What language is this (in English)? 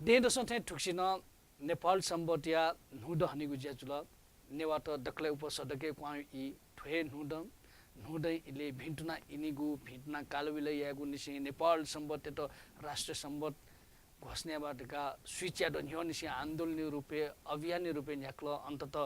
Newari